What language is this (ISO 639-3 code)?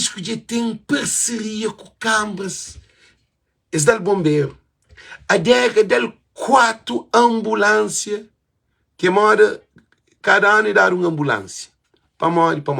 kea